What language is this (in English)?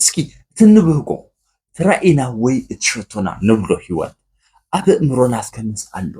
Tigrinya